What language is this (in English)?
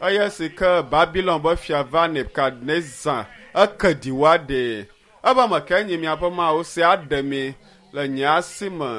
Ewe